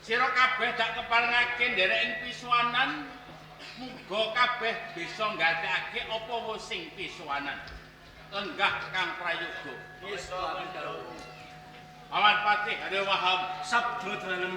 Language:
Javanese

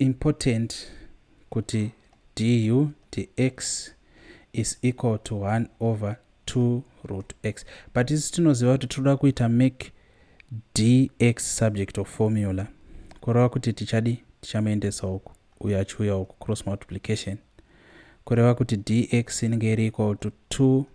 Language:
Shona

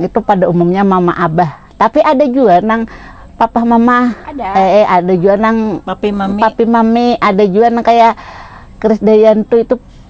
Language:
Banjar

